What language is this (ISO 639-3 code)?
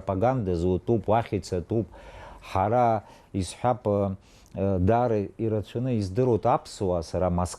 abk